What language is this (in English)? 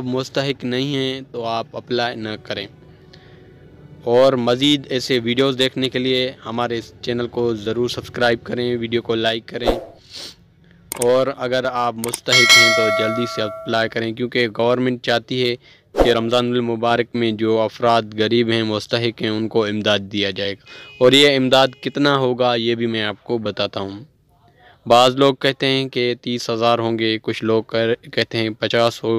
Urdu